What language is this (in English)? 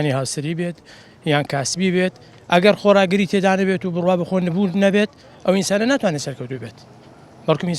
Central Kurdish